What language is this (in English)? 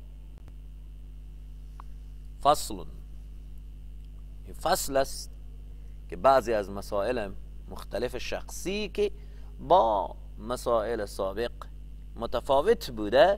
Persian